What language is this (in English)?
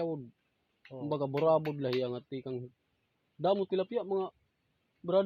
Waray